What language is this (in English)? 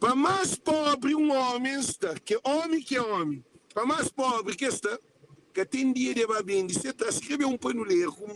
Kabuverdianu